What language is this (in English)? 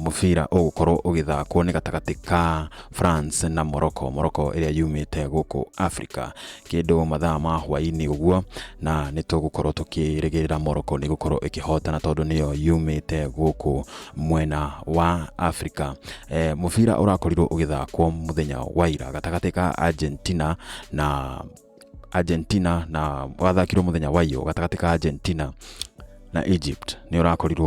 Kikuyu